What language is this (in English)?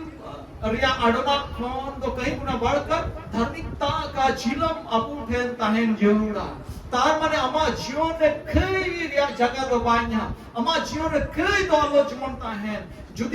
Santali